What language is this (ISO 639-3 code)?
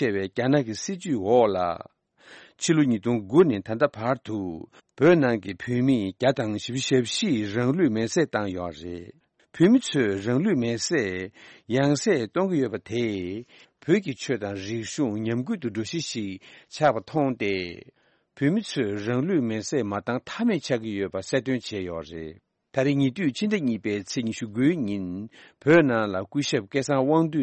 bod